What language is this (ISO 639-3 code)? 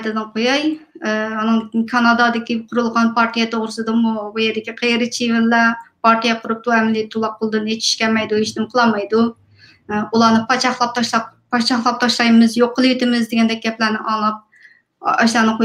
uig